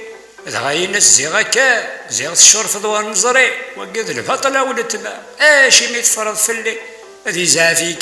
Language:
Kabyle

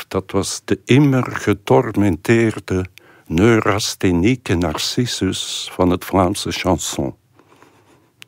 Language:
Dutch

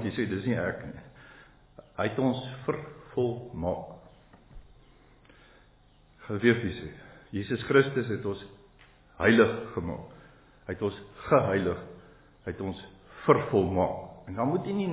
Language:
Afrikaans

